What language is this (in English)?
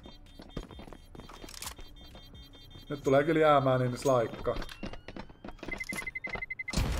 Finnish